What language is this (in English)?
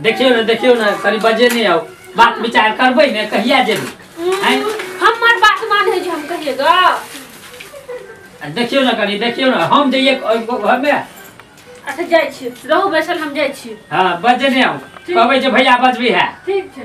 Maithili